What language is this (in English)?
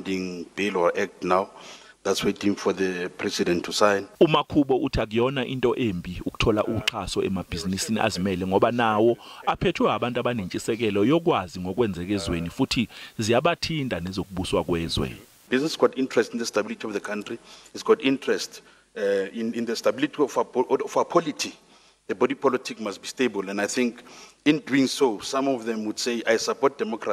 Zulu